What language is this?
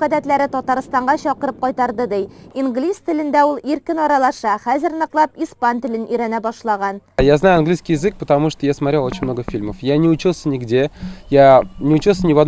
Tatar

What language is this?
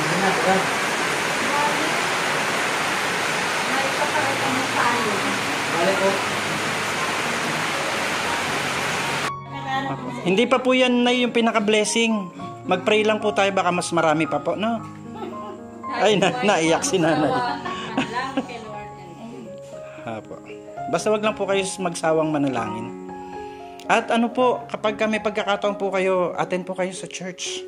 Filipino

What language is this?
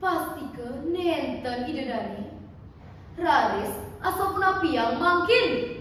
Balinese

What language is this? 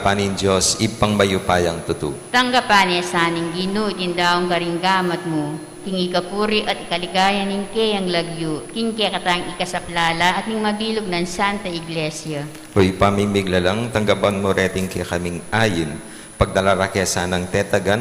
Pampanga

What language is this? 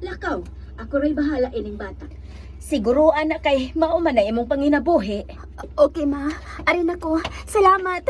Cebuano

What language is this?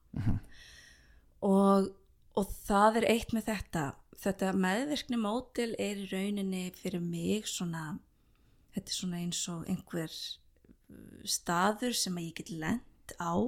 Icelandic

